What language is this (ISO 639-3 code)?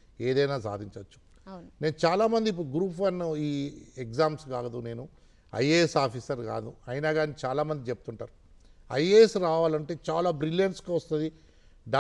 tel